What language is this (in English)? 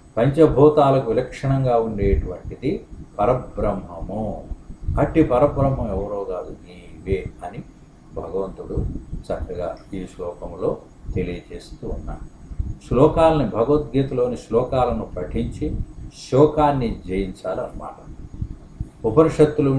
Telugu